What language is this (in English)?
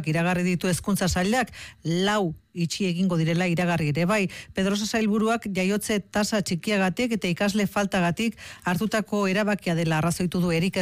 Basque